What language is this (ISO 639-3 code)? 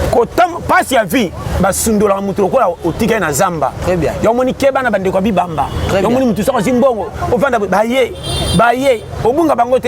lin